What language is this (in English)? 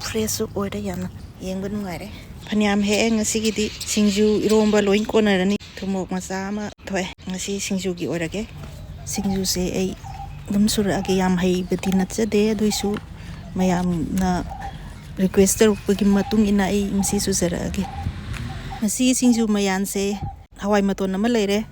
Manipuri